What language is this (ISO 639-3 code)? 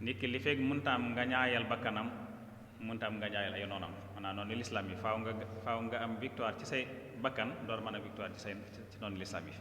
wol